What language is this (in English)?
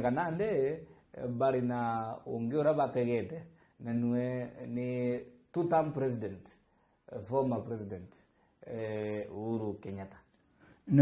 Meru